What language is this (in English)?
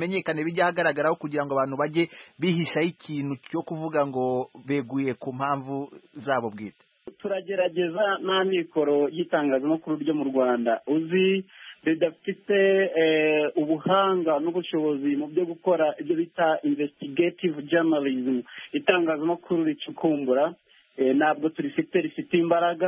Kinyarwanda